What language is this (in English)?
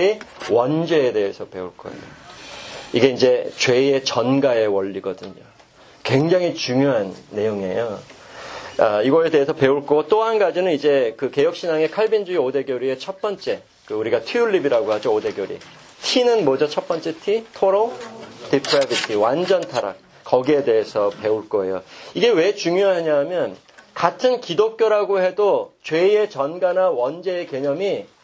Korean